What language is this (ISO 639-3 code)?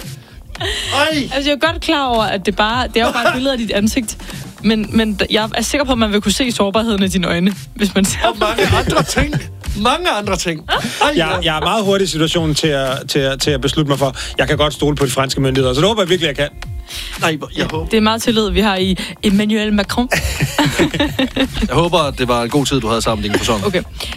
dan